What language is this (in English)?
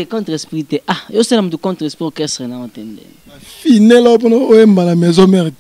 Lingala